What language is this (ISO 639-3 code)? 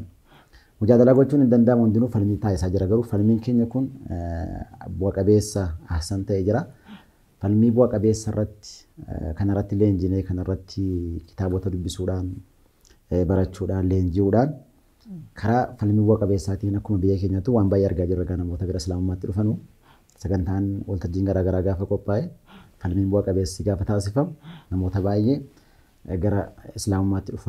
orm